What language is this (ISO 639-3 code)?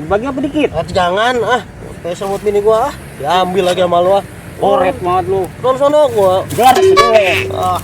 bew